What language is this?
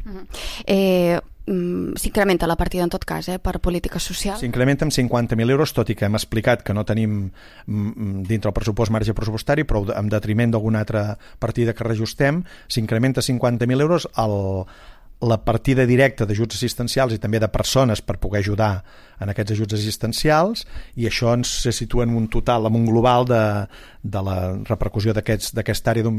Catalan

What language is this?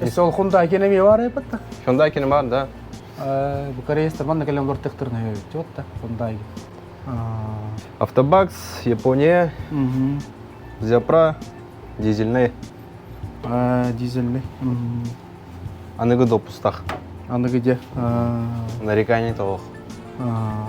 Yakut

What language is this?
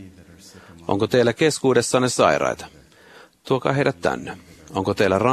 Finnish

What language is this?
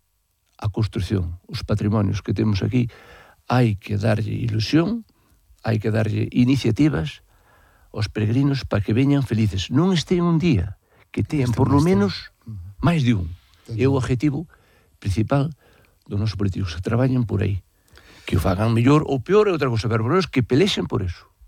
Galician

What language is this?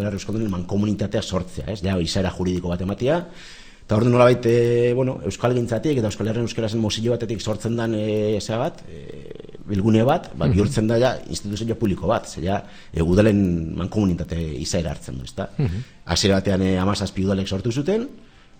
Basque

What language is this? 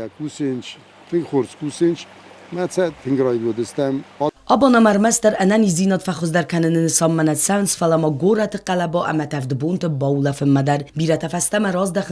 Ossetic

